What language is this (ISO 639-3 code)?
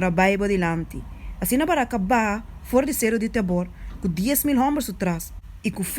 pap